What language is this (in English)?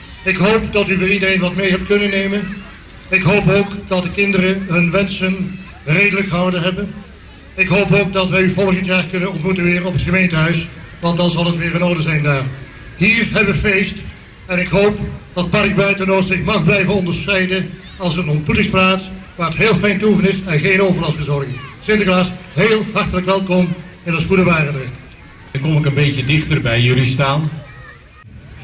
Dutch